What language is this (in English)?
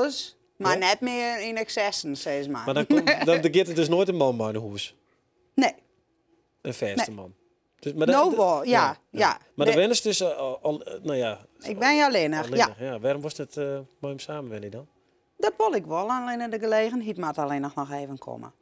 Western Frisian